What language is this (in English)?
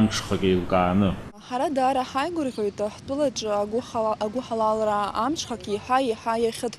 Abkhazian